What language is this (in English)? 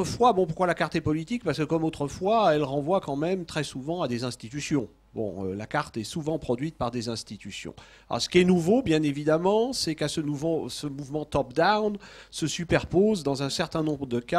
French